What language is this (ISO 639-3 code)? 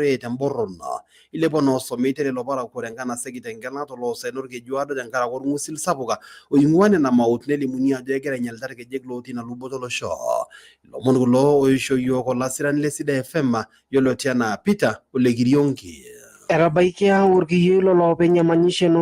mas